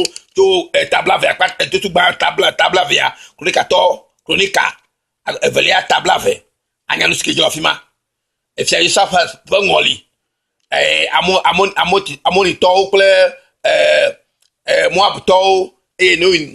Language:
Ewe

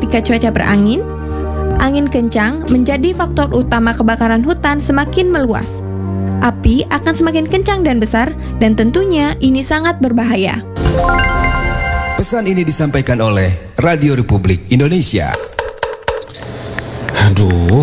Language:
Indonesian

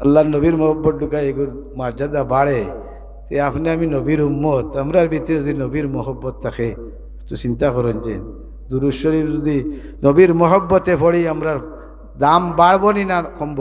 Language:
Sylheti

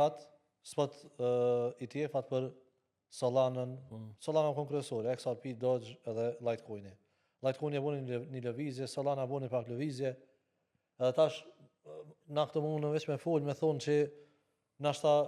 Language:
Albanian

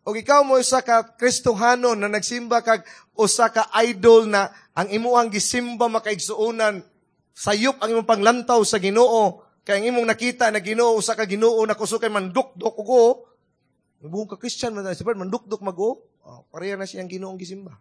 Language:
Cebuano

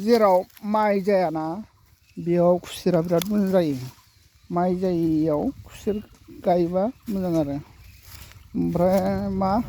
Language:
Bodo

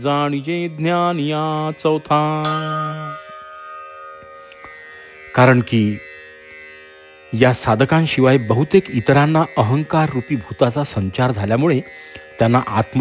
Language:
Marathi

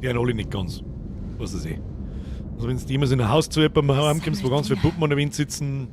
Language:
Bavarian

